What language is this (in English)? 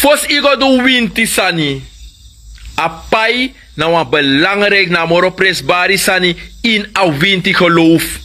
Sranan Tongo